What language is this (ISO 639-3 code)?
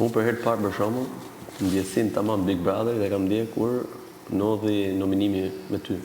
sqi